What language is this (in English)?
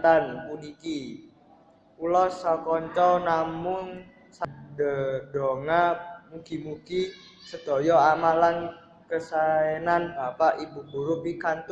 Javanese